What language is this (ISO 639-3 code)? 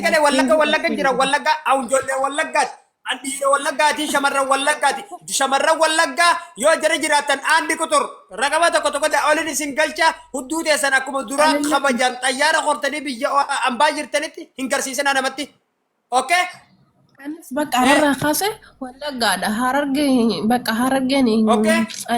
orm